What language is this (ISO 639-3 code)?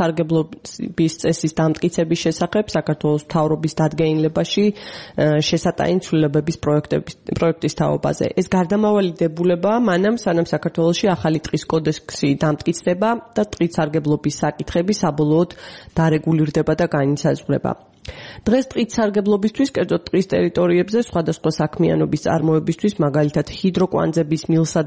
kat